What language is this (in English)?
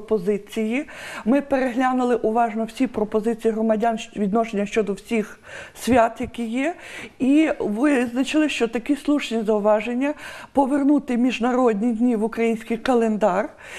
Ukrainian